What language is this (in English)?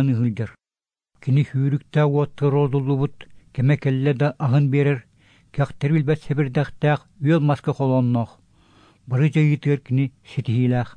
Yakut